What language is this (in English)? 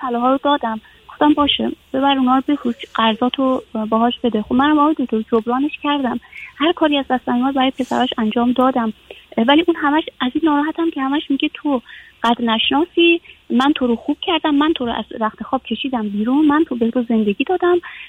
Persian